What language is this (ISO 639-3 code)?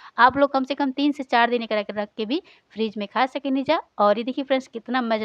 bho